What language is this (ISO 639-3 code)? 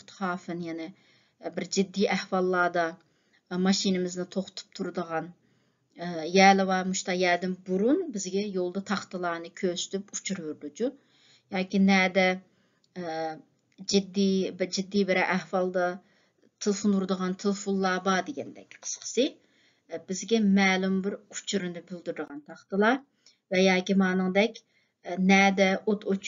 uig